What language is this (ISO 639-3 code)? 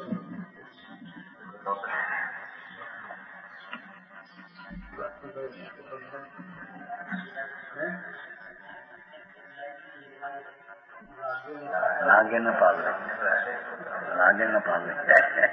guj